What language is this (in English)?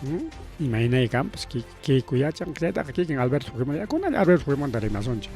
Ayacucho Quechua